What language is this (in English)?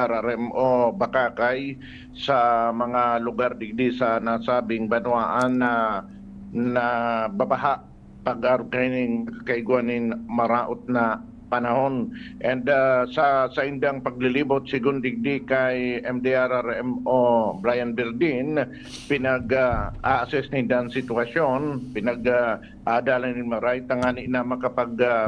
Bikol